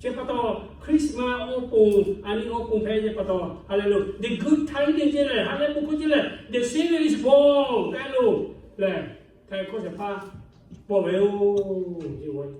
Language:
Lahu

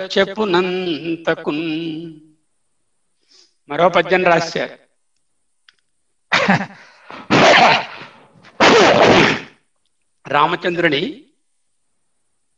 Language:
Telugu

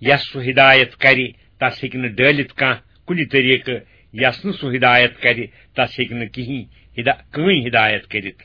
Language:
Kashmiri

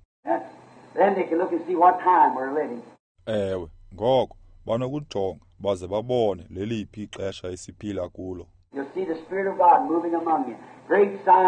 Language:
Xhosa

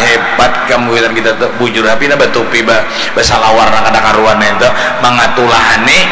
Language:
Banjar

